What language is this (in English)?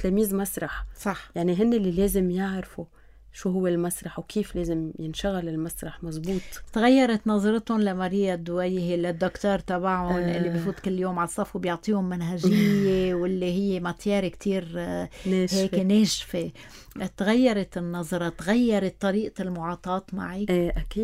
North Levantine Arabic